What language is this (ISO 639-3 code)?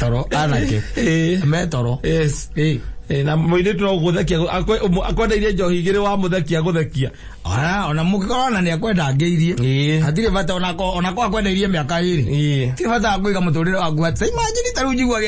kik